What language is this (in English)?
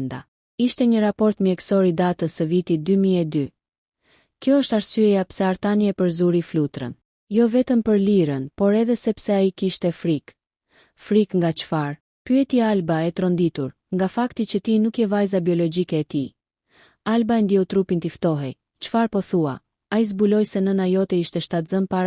Albanian